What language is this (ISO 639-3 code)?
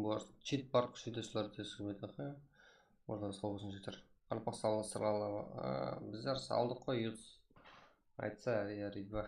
kaa